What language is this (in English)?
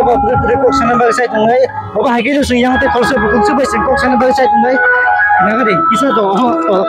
Kok Borok